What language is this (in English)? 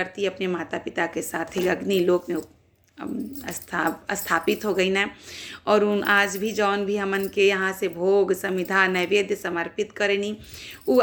Bhojpuri